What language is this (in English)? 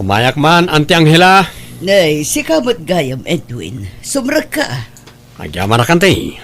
Iloko